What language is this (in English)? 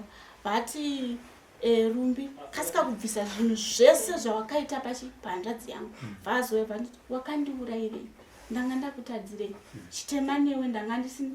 Shona